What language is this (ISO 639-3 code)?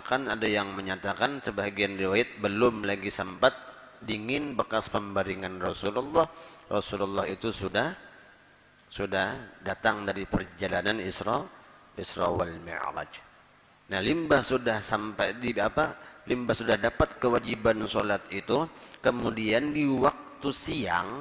bjn